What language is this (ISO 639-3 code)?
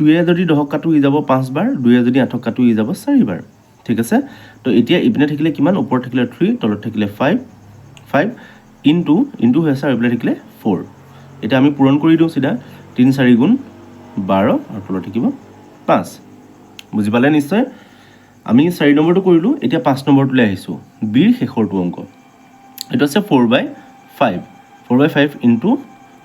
asm